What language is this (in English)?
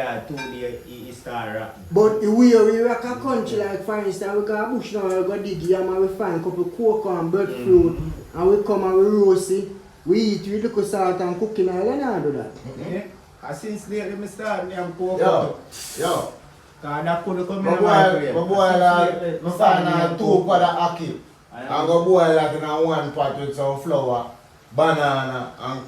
Jamaican Creole English